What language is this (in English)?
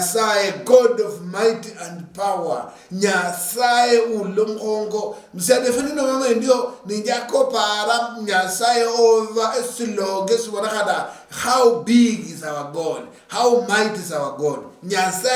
Luyia